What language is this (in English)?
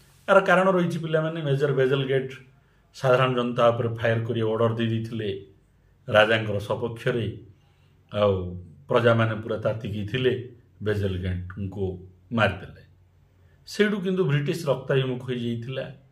Odia